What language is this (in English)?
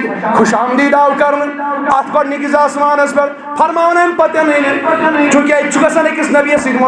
Kashmiri